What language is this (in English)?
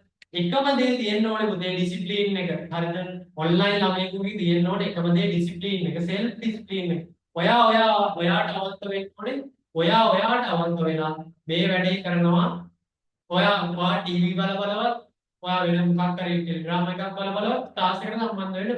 Sinhala